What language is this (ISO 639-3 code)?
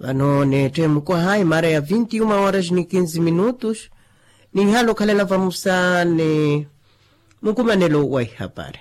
vmw